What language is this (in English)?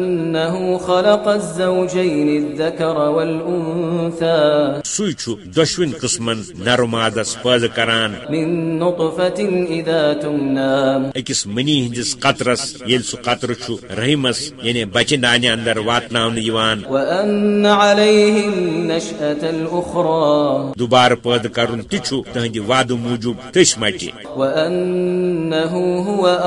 Kashmiri